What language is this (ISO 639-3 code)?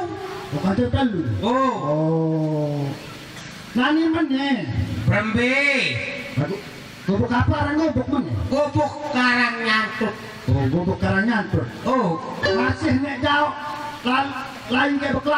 sas